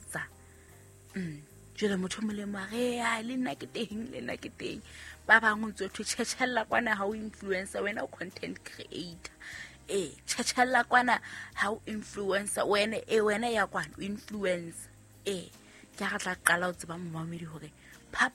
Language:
Southern Sotho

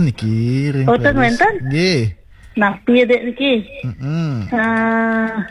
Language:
Balinese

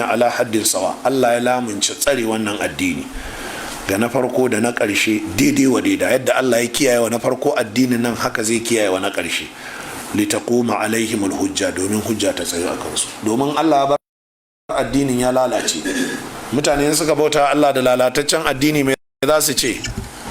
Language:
Hausa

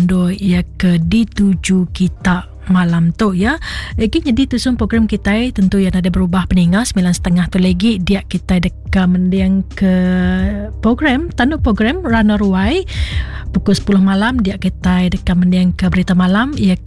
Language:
Iban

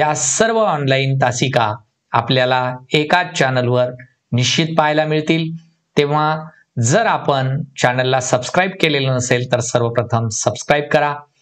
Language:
Marathi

